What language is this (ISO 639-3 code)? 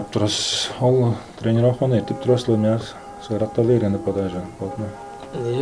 tyv